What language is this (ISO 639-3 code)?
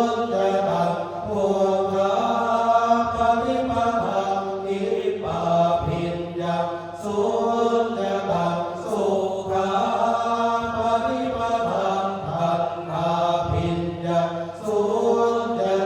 pli